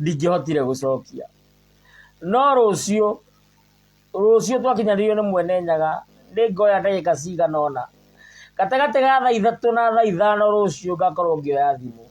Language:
Kikuyu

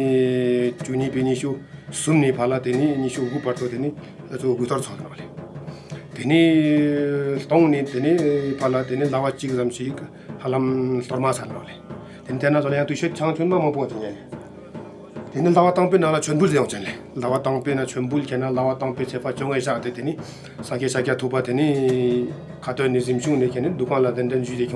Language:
Tibetan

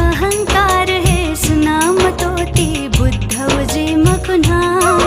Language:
Newari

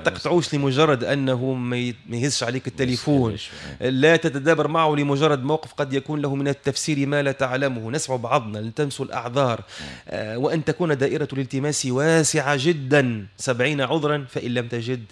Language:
Tunisian Arabic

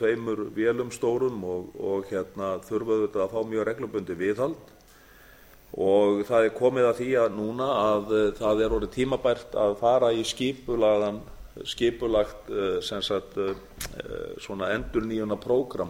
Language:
Icelandic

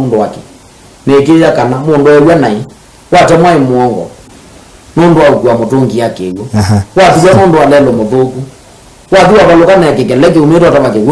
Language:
Kamba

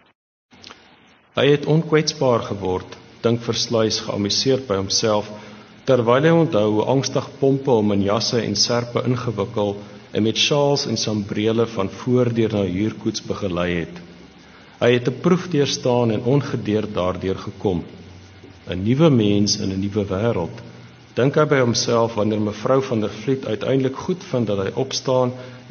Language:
Afrikaans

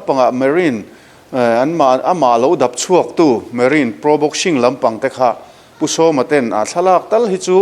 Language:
Mizo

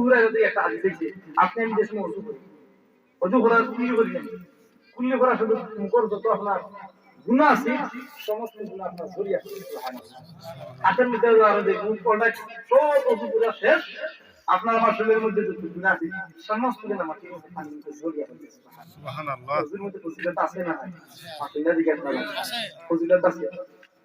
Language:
Sylheti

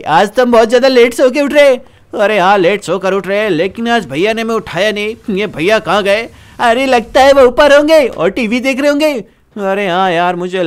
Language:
Hindi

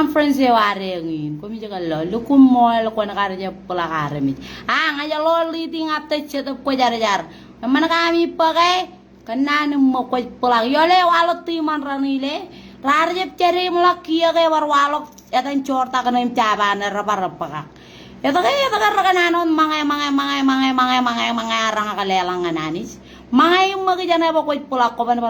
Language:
Marshallese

